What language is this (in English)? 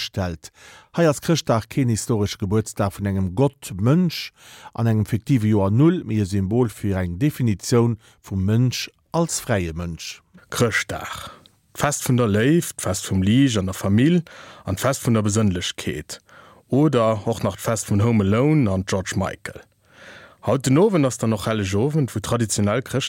Luxembourgish